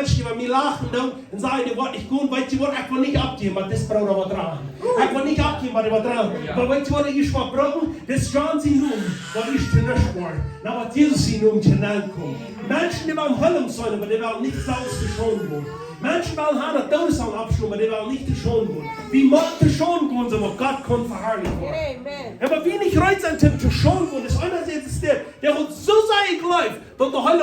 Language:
Plautdietsch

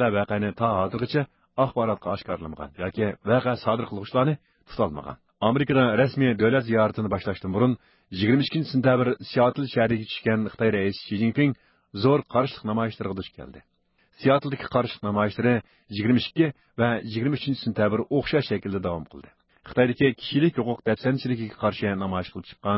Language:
Uyghur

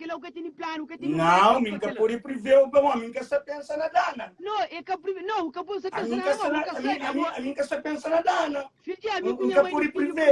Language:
Kabuverdianu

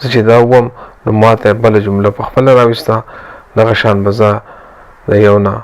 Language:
Pashto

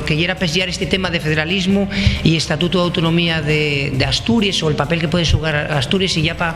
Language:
Asturian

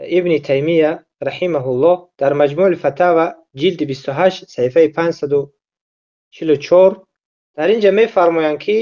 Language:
Tajik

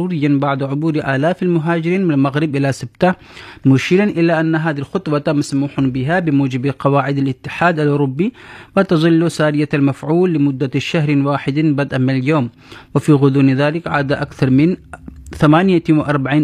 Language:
Arabic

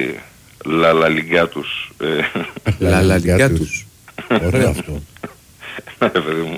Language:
Greek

